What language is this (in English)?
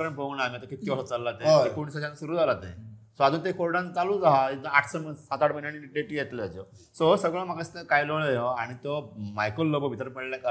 Konkani